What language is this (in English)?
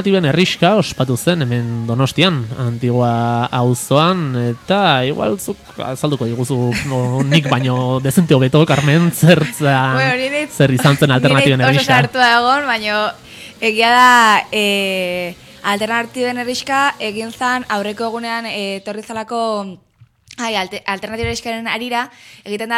Basque